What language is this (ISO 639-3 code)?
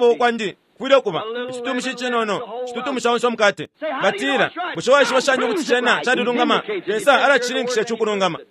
bem